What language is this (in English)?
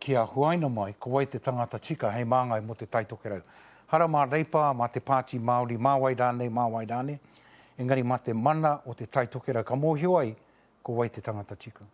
Māori